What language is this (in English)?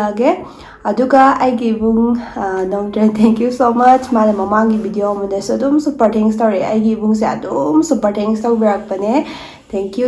Manipuri